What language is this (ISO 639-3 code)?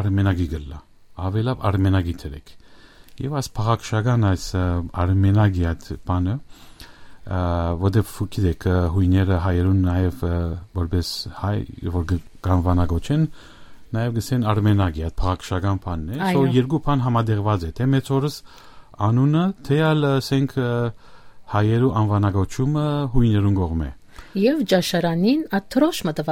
hyw